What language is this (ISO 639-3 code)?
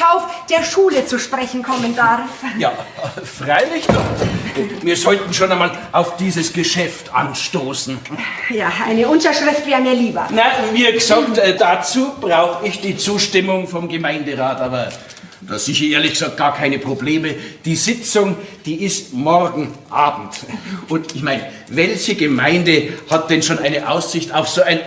bar